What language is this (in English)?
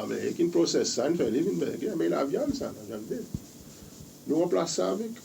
Seselwa Creole French